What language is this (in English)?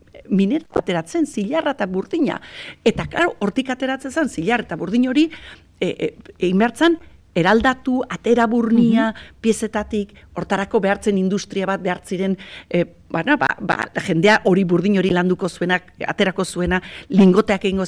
Basque